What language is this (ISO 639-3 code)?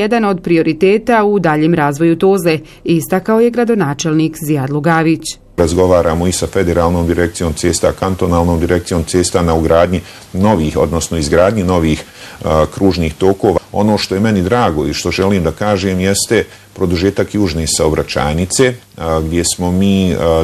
bos